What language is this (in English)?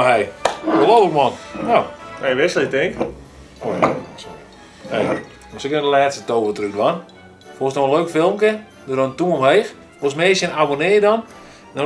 Western Frisian